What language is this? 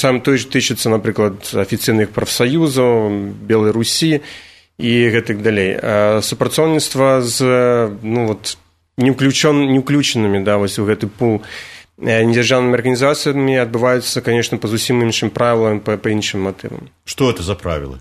Belarusian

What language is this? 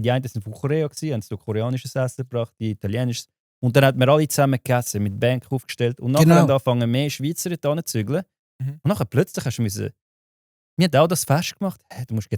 Swiss German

